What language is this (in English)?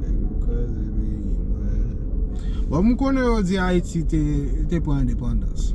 Haitian Creole